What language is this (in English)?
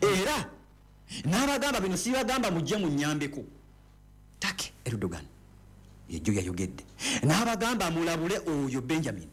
Ganda